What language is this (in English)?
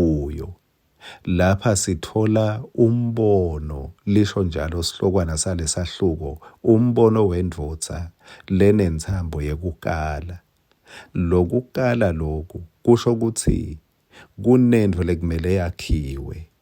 Swati